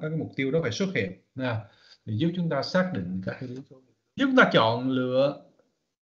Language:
Vietnamese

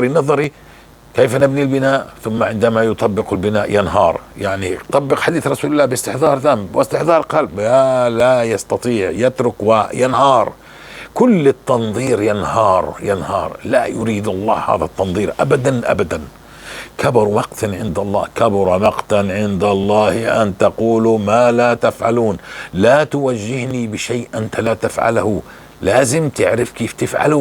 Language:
North Levantine Arabic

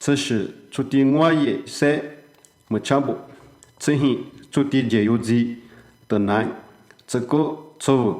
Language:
Lisu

